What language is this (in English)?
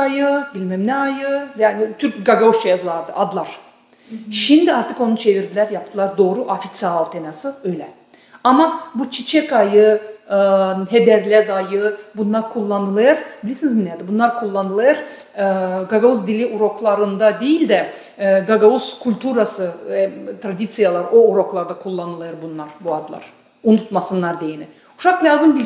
Gagauz